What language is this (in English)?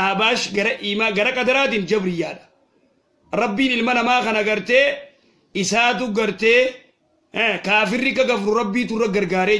Oromo